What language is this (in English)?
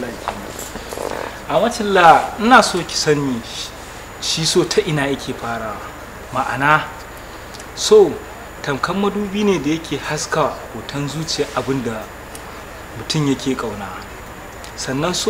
Hausa